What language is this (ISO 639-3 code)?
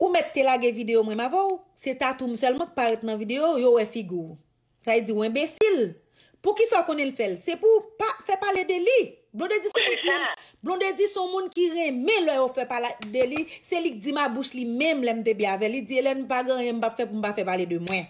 hat